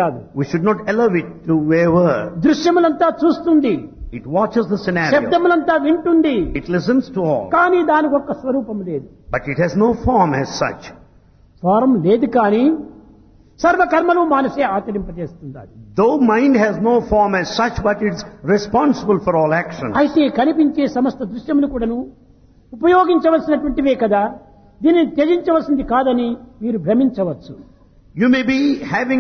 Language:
Telugu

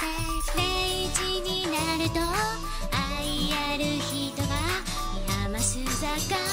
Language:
Japanese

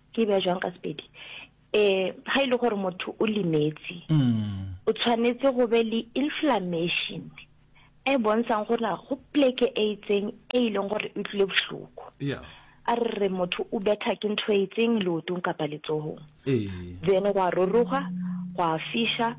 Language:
Northern Sotho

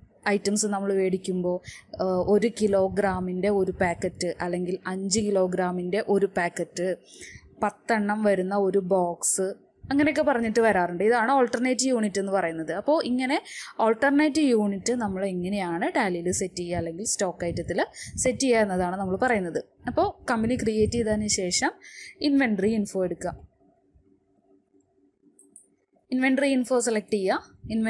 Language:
Malayalam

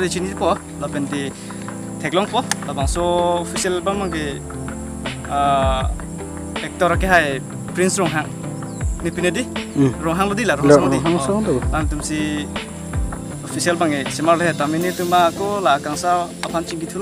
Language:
Karbi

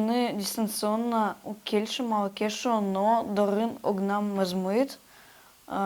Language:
Udmurt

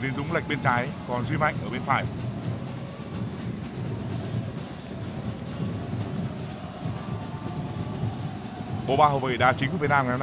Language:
Vietnamese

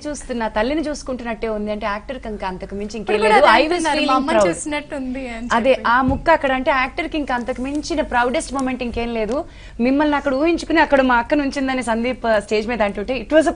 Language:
Telugu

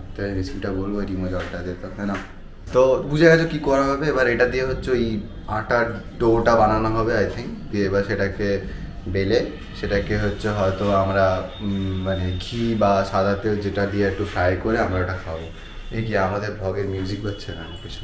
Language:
Bangla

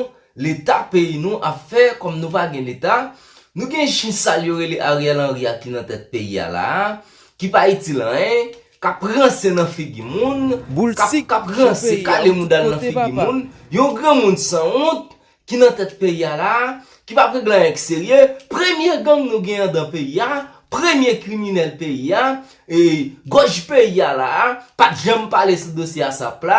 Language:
Haitian Creole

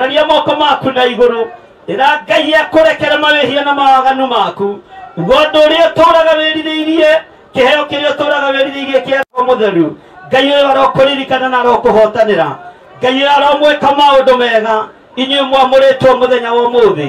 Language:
Kikuyu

